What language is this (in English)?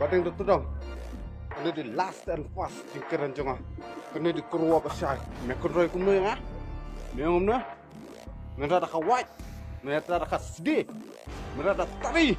Khasi